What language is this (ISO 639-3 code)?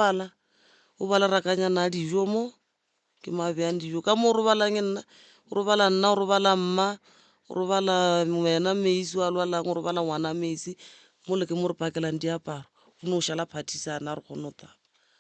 nso